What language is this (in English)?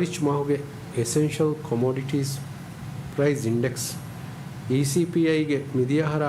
Divehi